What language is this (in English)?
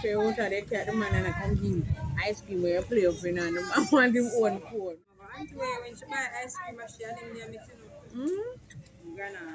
Jamaican Creole English